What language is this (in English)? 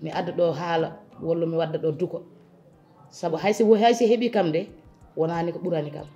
Fula